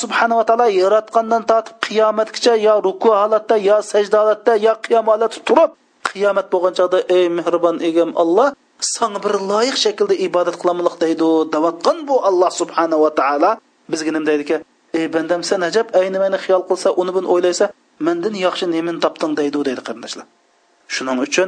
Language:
Uyghur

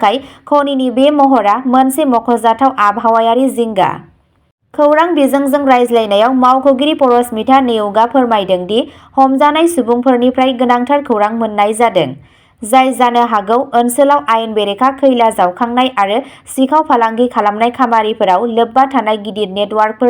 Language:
Bodo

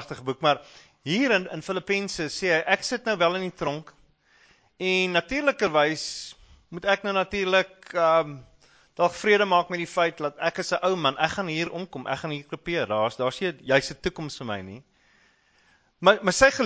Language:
Afrikaans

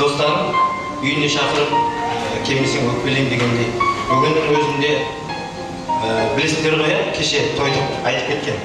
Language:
Kara-Kalpak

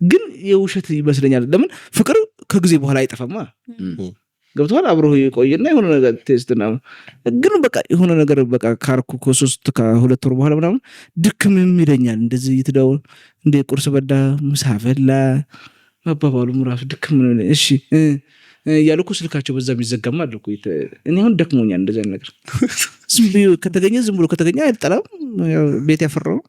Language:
Amharic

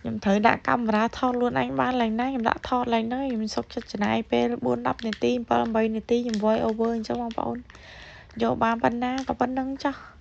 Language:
Khmer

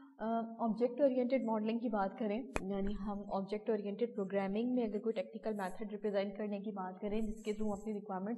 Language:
Urdu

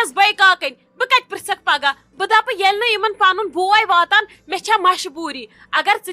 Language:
Kashmiri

